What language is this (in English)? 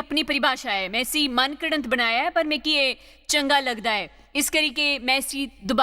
Dogri